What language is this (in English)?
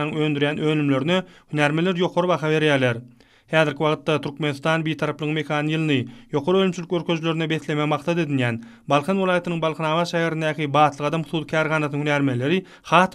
Turkmen